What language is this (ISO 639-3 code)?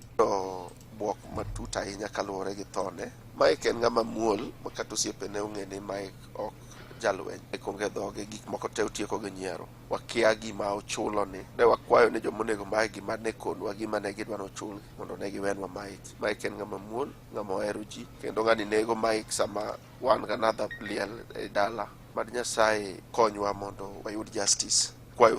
luo